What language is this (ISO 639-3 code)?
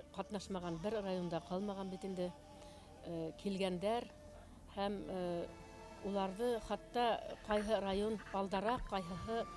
bak